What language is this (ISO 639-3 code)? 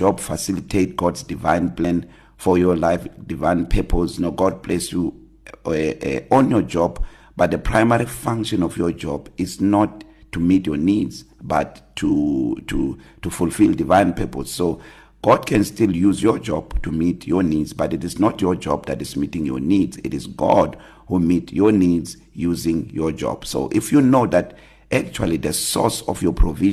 eng